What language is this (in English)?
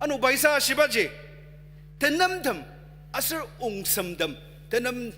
Ao Naga